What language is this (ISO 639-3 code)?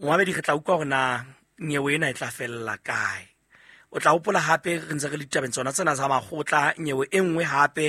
sot